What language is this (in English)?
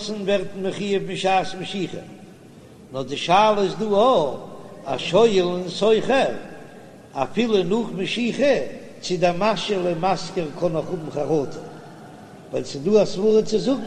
Yiddish